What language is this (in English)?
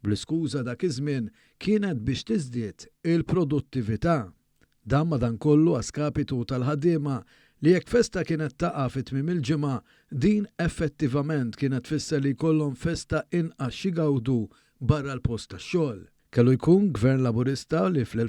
Maltese